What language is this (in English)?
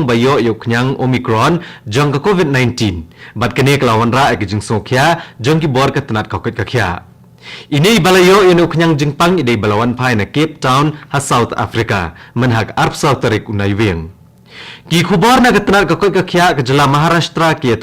Khasi